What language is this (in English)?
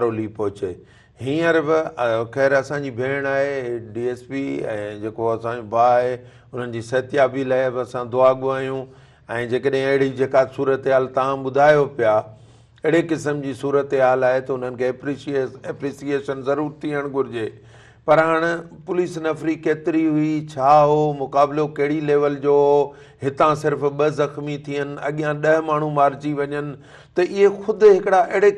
Sindhi